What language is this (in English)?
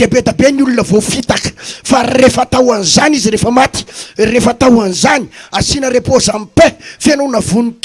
Malagasy